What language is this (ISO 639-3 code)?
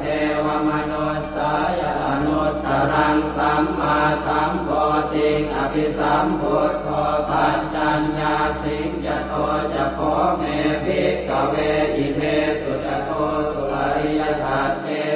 pli